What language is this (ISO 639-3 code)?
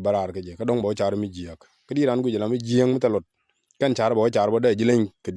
nus